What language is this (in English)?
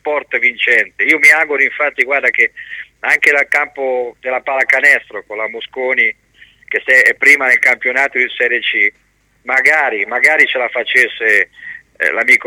Italian